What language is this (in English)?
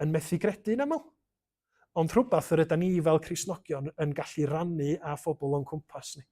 Welsh